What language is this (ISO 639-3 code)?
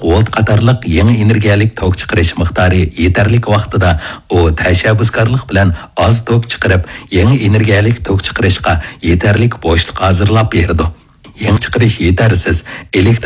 uig